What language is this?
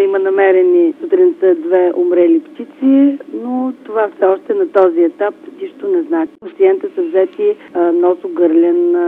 Bulgarian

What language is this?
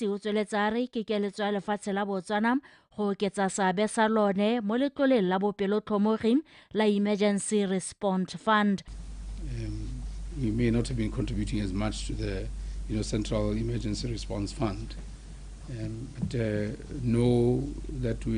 Tswana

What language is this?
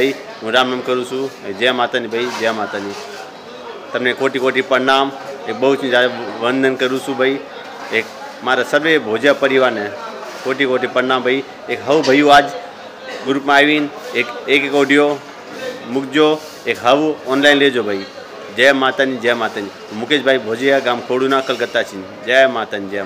Gujarati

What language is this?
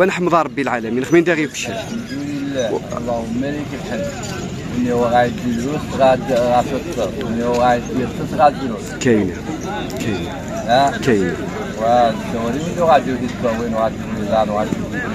Moroccan Arabic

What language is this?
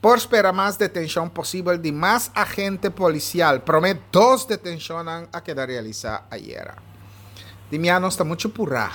Papiamento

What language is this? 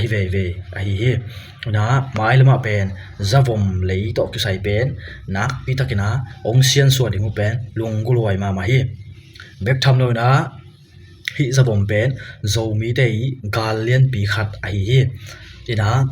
Tedim Chin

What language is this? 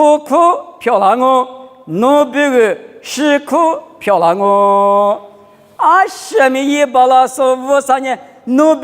Lisu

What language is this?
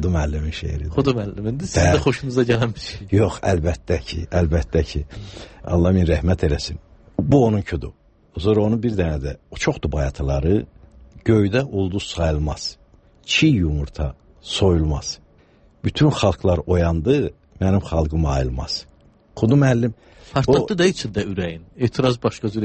Azerbaijani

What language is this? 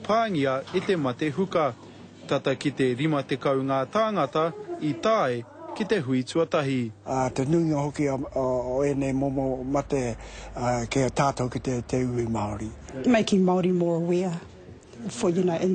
Māori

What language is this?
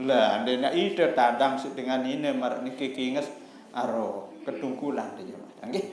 Sasak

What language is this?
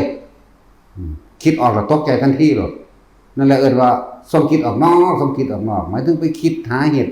Northeastern Thai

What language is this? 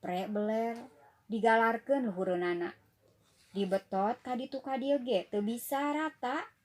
Sundanese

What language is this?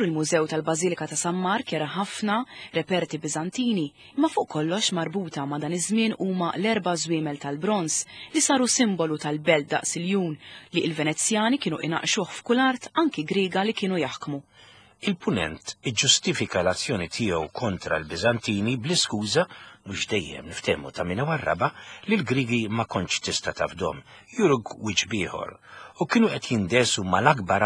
Maltese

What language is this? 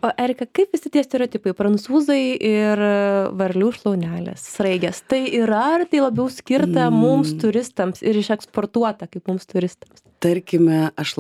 Lithuanian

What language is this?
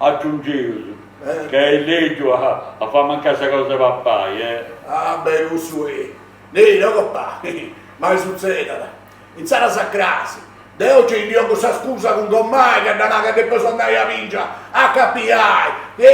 Sardinian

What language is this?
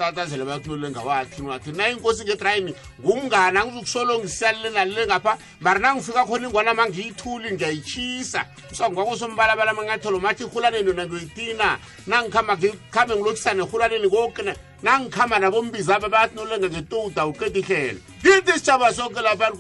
South Ndebele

